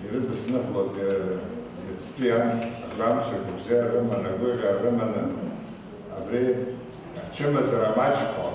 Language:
Abkhazian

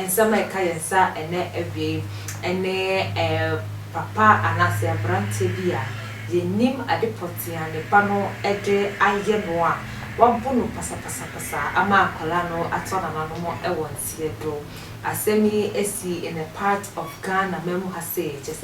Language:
Akan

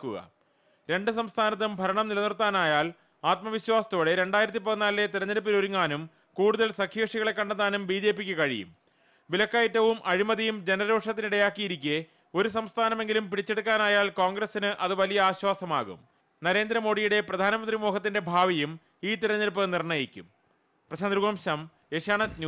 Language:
Malayalam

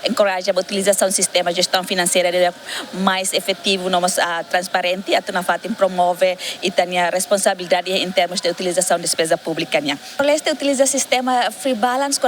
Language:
Tetum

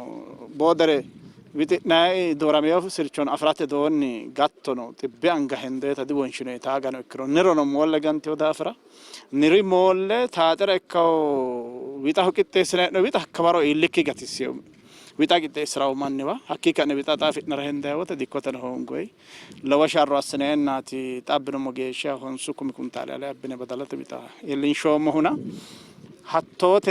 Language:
Sidamo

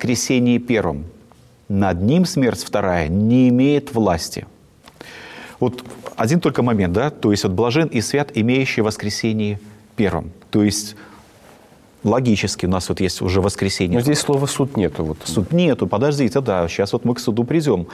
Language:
Russian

